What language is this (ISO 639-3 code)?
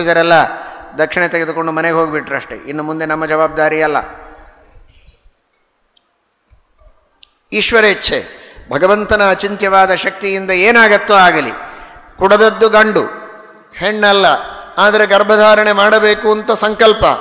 kan